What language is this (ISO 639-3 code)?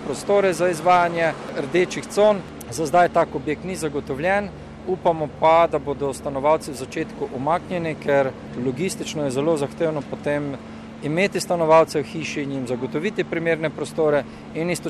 slv